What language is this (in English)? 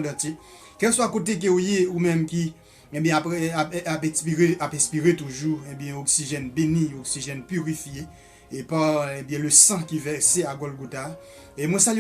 Haitian Creole